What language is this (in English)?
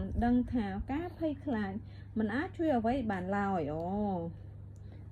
Khmer